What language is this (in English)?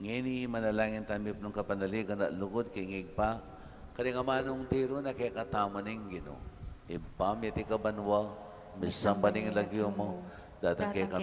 Pampanga